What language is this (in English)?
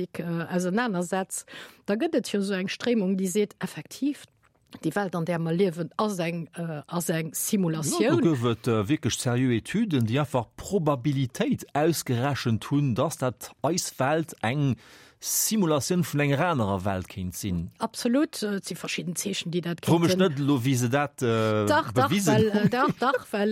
Luxembourgish